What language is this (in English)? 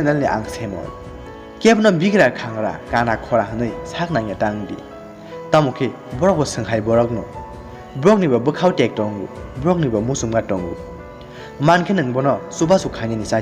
Kok Borok